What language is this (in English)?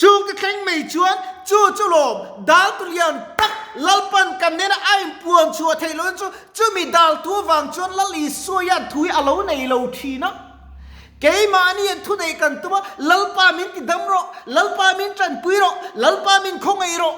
Mizo